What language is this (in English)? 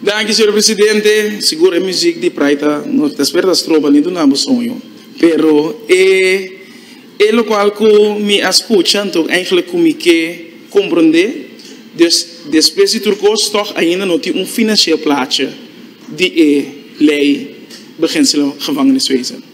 Papiamento